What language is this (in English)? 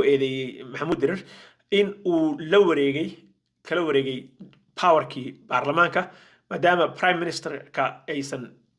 Somali